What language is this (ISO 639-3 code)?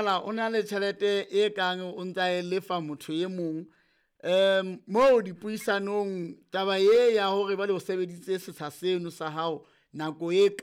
sot